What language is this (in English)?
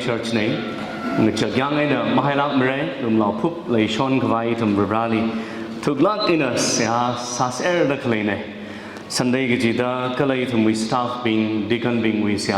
Tangkhul Naga (India)